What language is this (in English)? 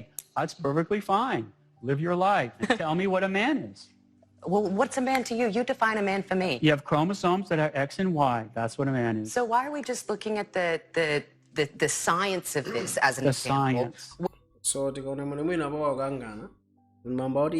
Nyanja